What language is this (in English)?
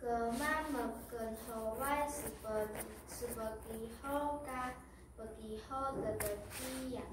Taroko